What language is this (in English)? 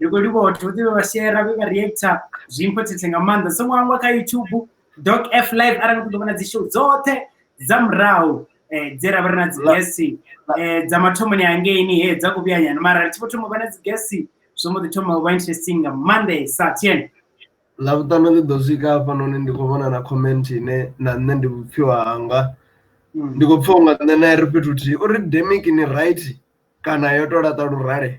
Venda